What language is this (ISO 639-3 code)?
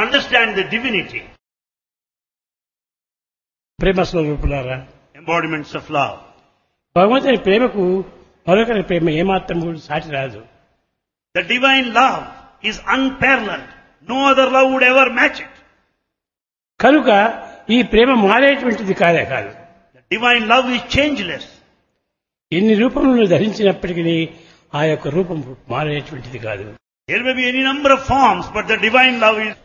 tel